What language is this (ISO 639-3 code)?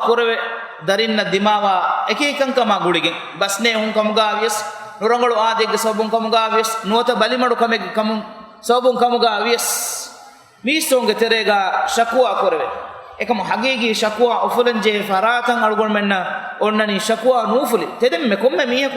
div